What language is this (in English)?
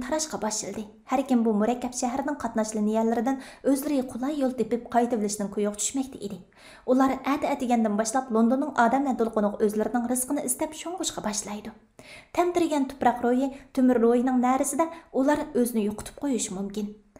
Uyghur